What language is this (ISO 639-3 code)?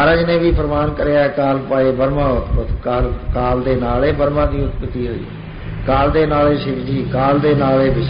pan